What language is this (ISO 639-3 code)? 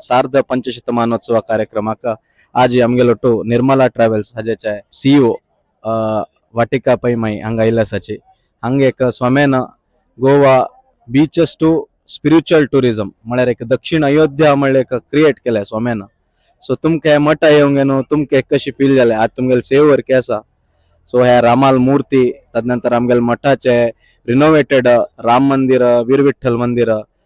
kok